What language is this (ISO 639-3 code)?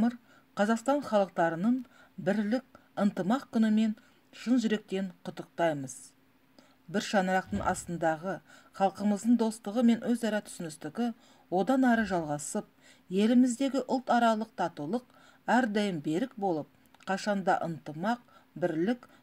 kaz